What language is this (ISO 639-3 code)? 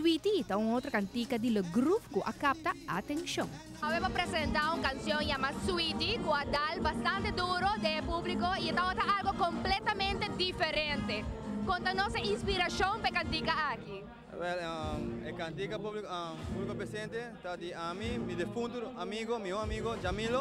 pap